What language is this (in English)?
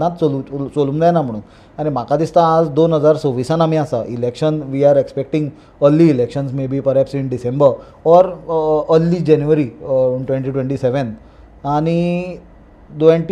Konkani